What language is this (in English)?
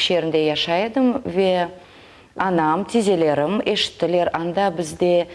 Crimean Tatar